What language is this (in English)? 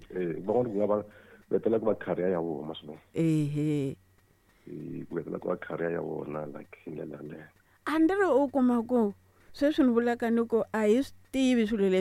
Tsonga